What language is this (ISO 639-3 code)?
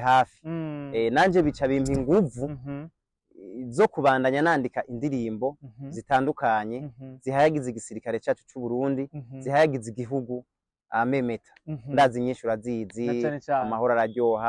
run